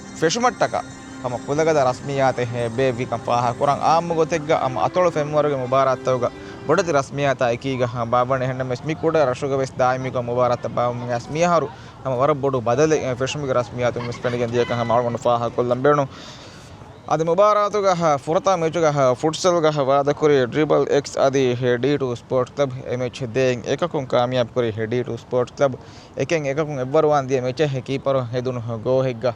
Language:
Divehi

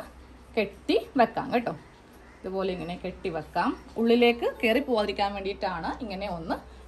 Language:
Malayalam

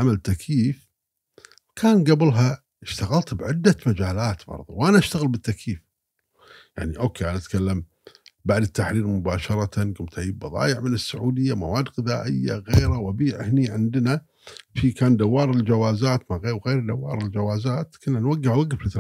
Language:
Gulf Arabic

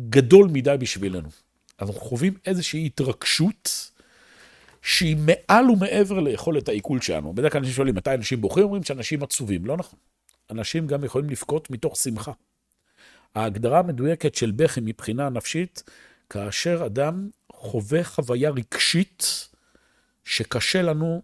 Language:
Hebrew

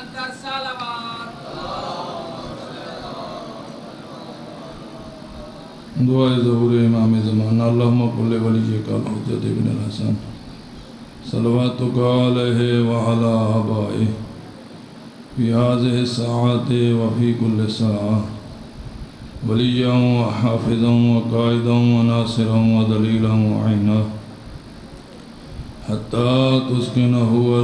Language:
Urdu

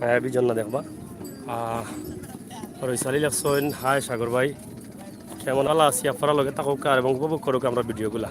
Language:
Sylheti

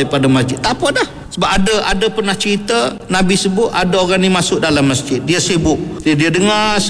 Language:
Malay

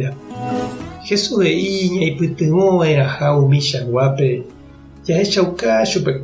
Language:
Guarani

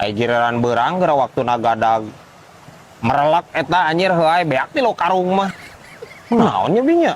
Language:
Sundanese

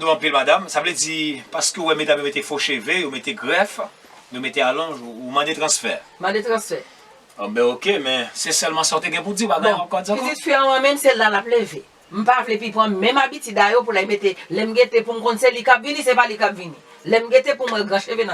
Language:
Haitian Creole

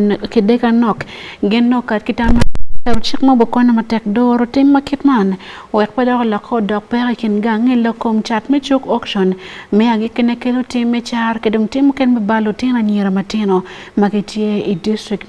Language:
Acoli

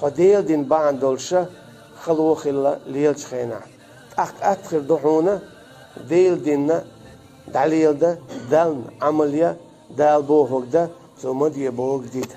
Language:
Chechen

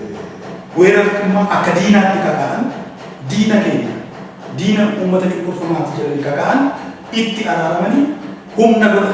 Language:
Oromo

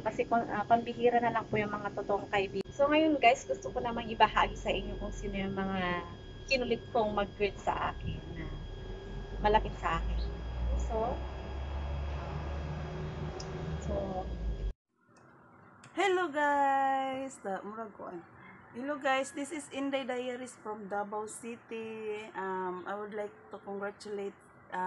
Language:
Filipino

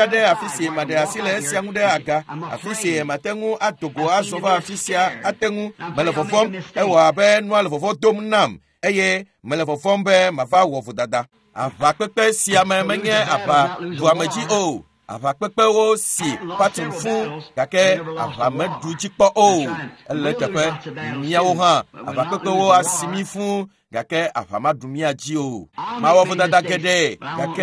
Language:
Ewe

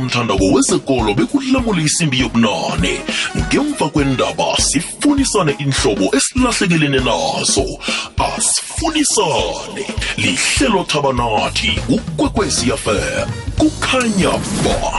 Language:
South Ndebele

